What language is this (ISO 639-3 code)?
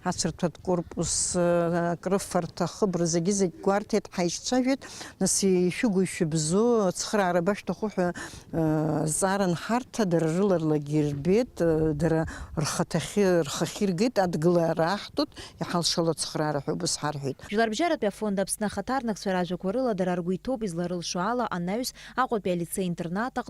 abk